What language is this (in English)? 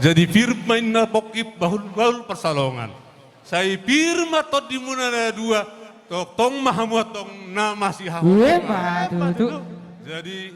Batak Toba